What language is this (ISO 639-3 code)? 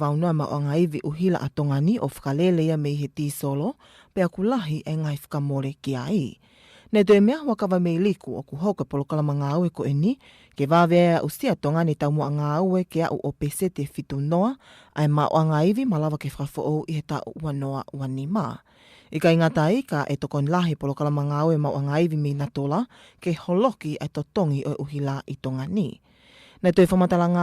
ton